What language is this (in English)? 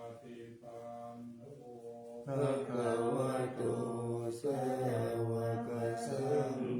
Pali